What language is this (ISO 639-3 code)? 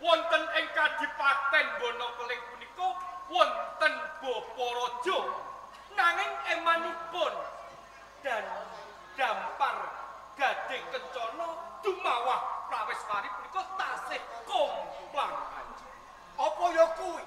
jav